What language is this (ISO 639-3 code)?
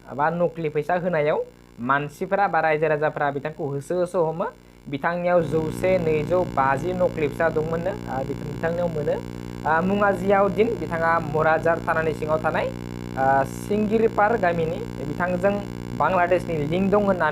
brx